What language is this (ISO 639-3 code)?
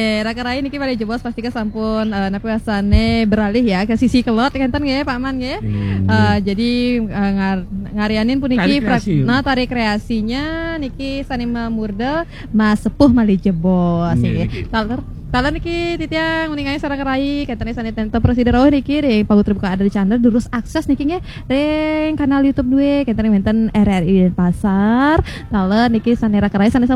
ban